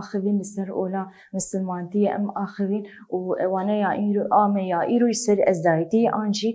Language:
Kurdish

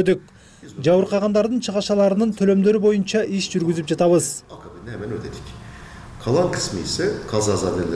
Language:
Kyrgyz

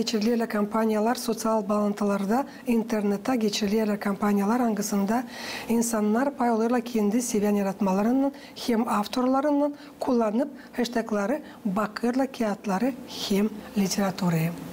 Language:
Gagauz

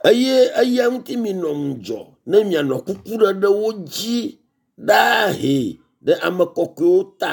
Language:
Ewe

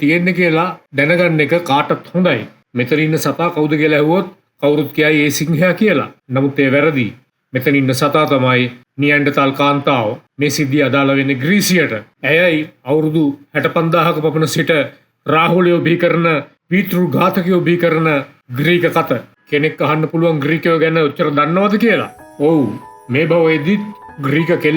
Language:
Sinhala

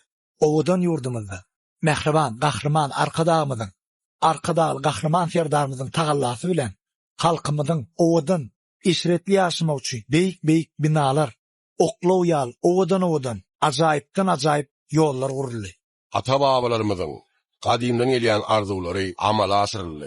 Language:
Turkmen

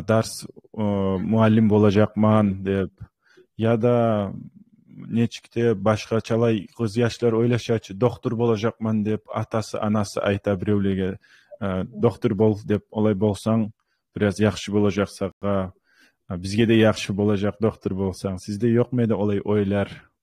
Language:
Kumyk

